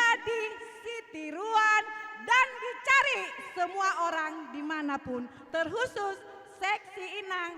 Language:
Batak Simalungun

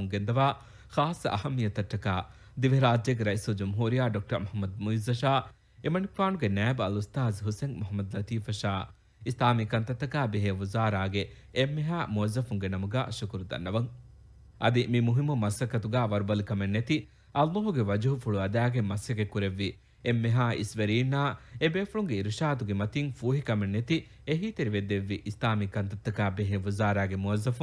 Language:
Divehi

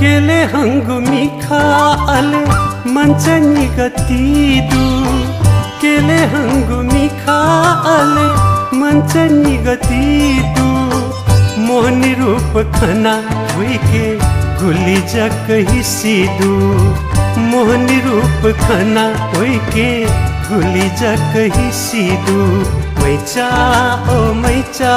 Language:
Newari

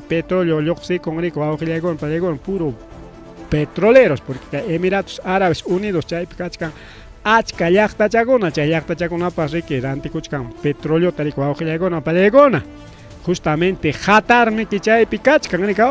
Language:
Ayacucho Quechua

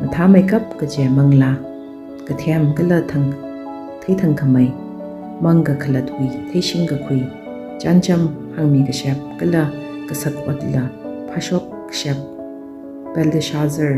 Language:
Tangkhul Naga (India)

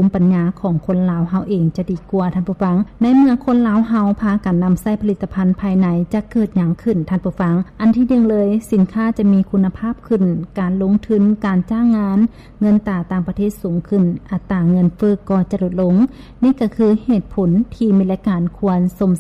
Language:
Lao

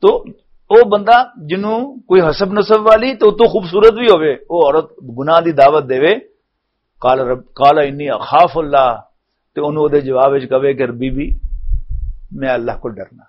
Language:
Western Panjabi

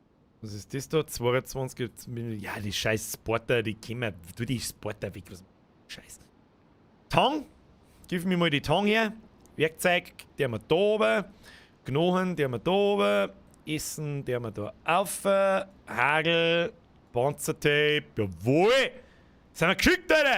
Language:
Bavarian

